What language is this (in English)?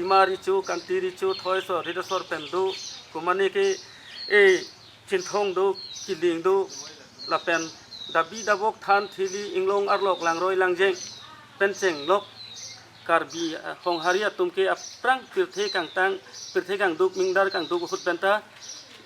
Karbi